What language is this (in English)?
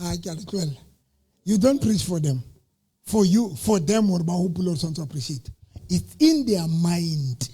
Southern Sotho